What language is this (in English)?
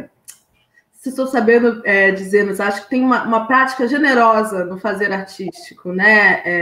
Portuguese